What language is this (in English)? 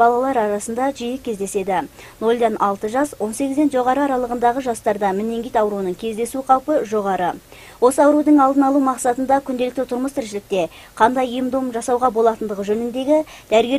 Kazakh